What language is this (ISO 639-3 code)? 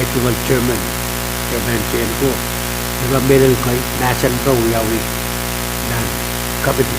pon